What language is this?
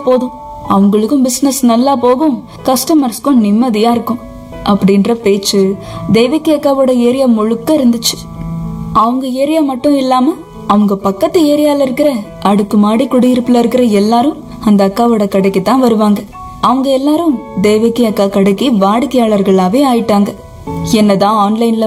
Tamil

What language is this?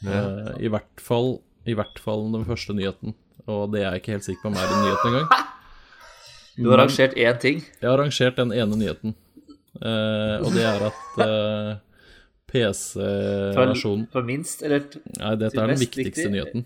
Norwegian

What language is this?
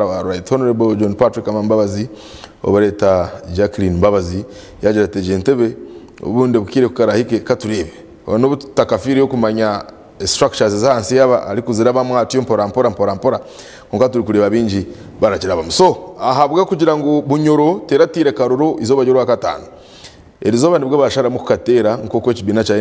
Nyankole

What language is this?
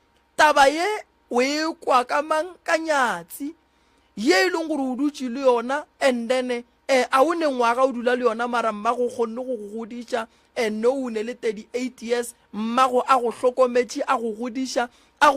Northern Sotho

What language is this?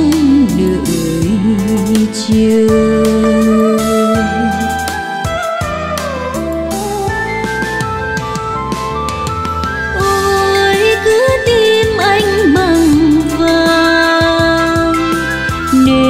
Vietnamese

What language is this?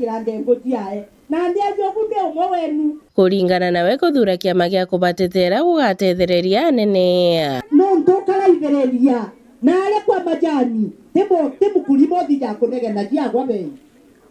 Meru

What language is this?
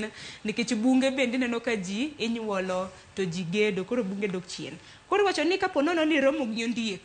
Luo (Kenya and Tanzania)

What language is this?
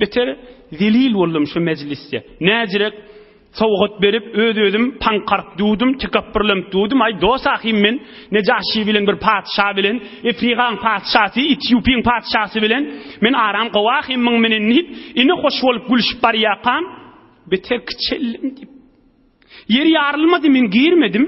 Turkmen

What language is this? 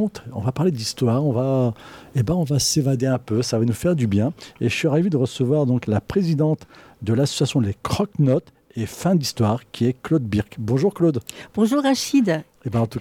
French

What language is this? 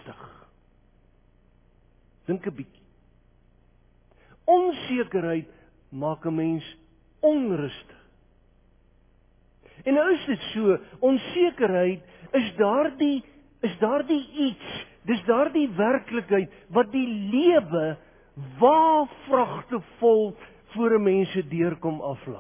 Afrikaans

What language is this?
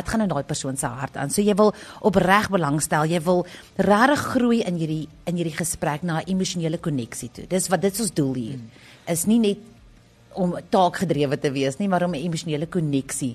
Afrikaans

